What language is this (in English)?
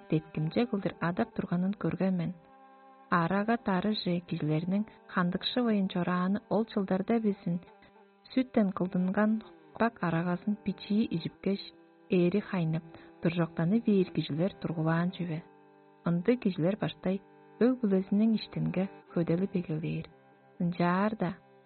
Tuvinian